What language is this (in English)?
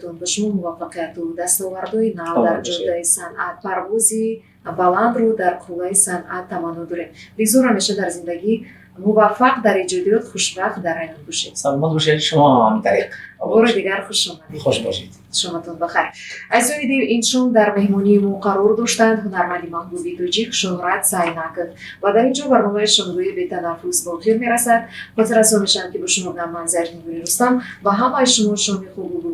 Tajik